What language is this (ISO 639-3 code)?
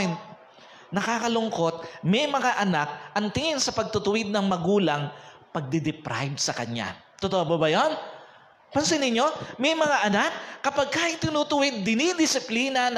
fil